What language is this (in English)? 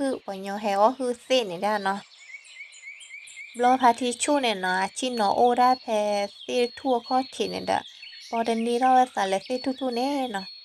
S'gaw Karen